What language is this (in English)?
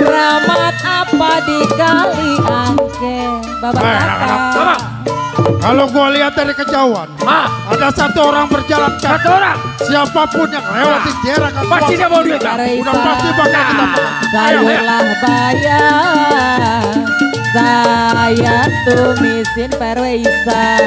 Betawi